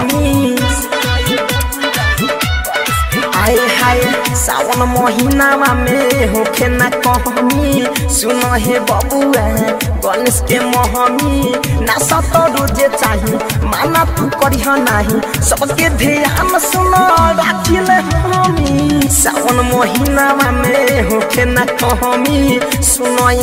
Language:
Bhojpuri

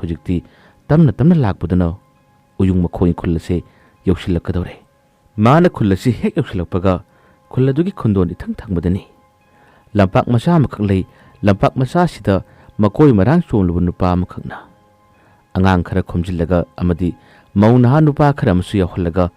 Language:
Manipuri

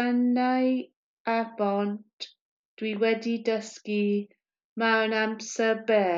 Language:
Welsh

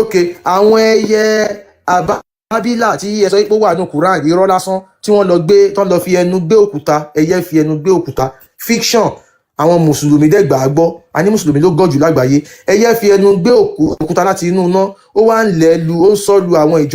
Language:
Yoruba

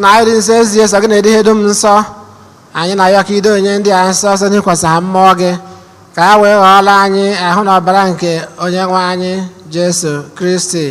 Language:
Igbo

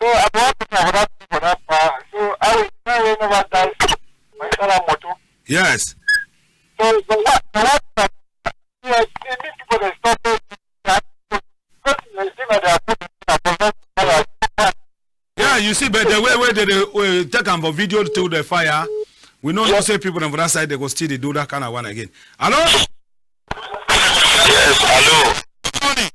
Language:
Cameroon Pidgin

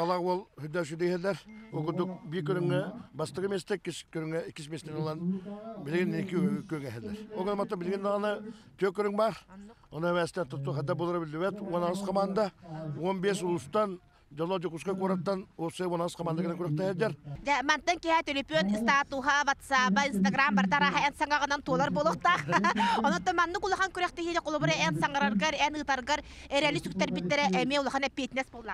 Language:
Yakut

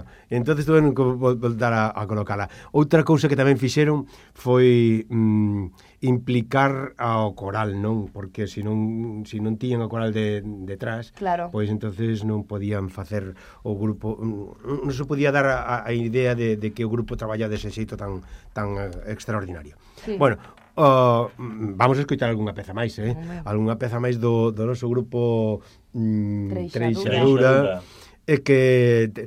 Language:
Galician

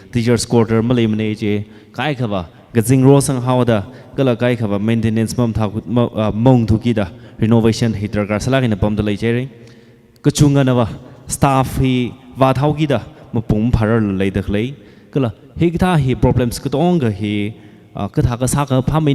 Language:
Tangkhul Naga (India)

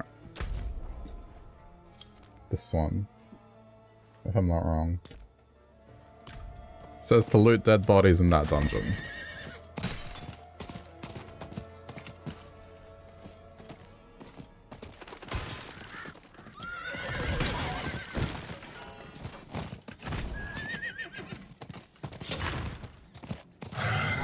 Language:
English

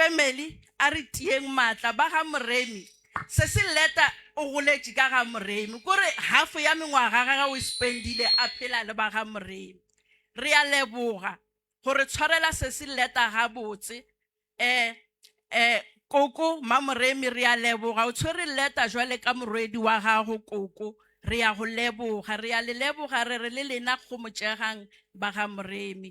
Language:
Northern Sotho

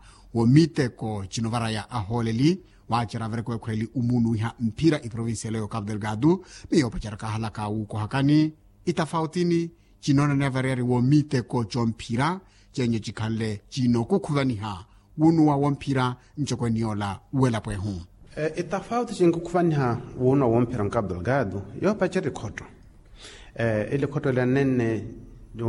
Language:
Makhuwa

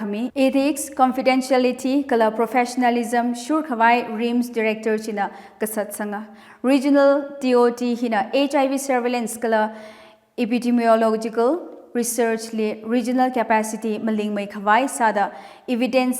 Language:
Tangkhul Naga (India)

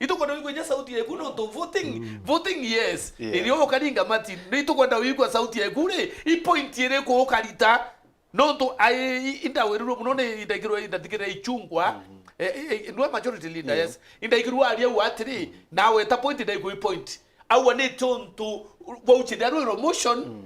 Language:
Meru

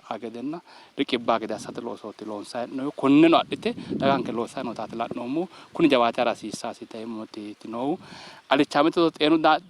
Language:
Sidamo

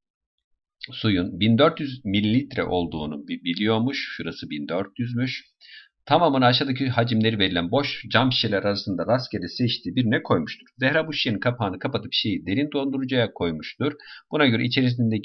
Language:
Turkish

